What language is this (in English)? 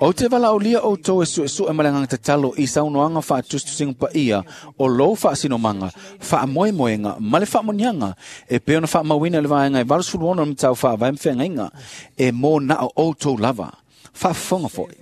Samoan